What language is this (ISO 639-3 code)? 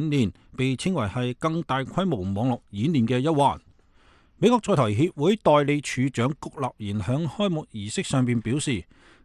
yue